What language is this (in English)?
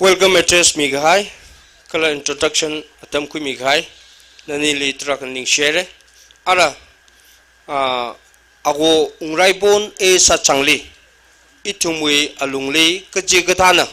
Tangkhul Naga (India)